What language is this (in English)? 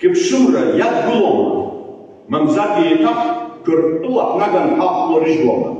Abkhazian